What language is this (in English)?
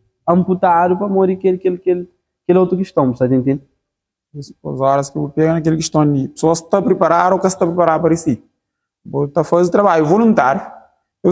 Kabuverdianu